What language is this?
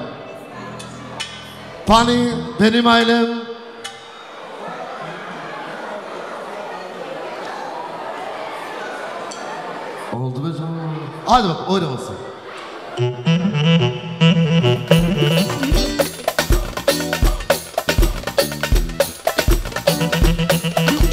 Turkish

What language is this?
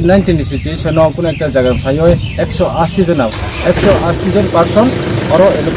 Kok Borok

